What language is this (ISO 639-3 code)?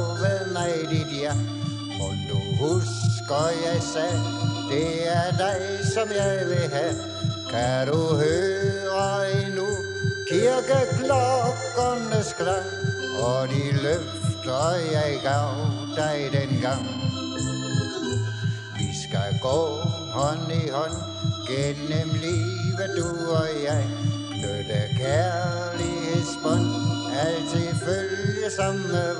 dan